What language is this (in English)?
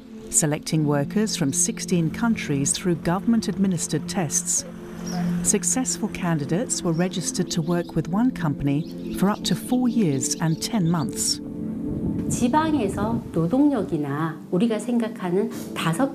English